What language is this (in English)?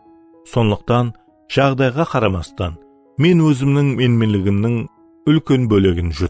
Kara-Kalpak